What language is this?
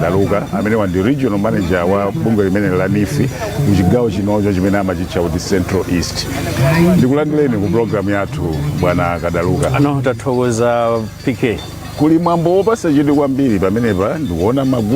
Nyanja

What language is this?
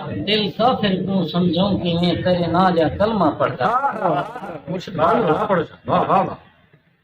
Saraiki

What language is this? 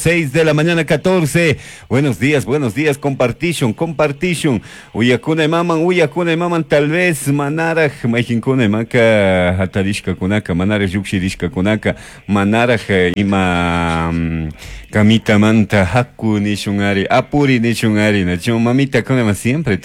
Chimborazo Highland Quichua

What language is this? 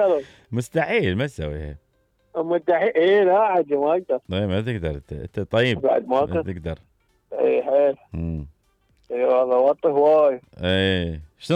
Mesopotamian Arabic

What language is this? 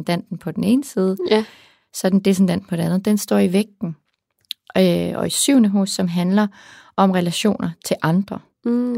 Danish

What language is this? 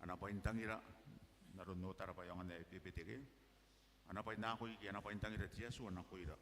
Gilbertese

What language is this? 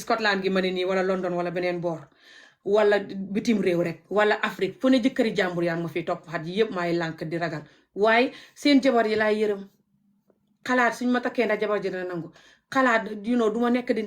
Wolof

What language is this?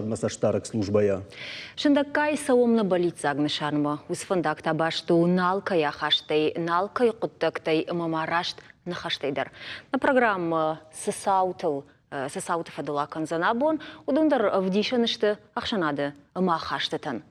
Ossetic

